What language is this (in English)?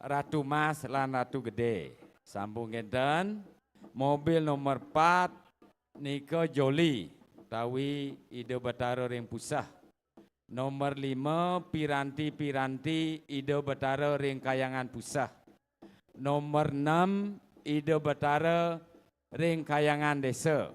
Balinese